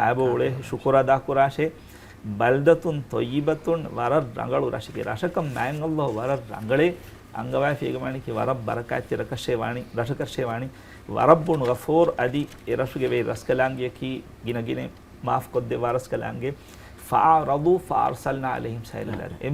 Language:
Divehi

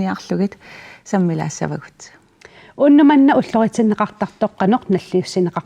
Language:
Kalaallisut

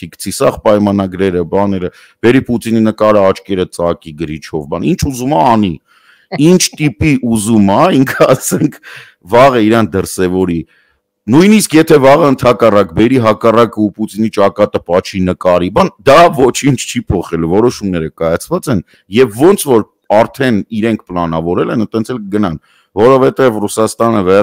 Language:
Armenian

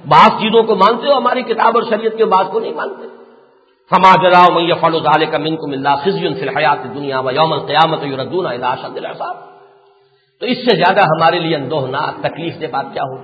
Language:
Urdu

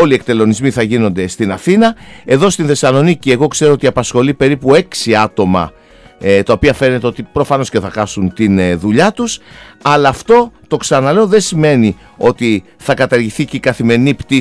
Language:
Greek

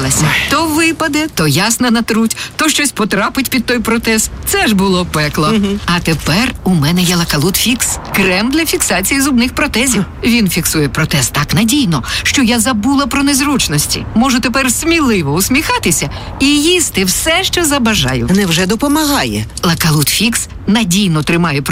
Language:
Ukrainian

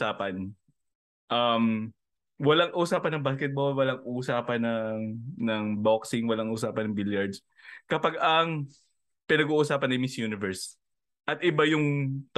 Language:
Filipino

